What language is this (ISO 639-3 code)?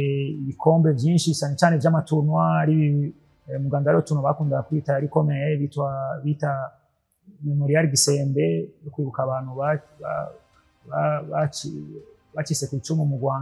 run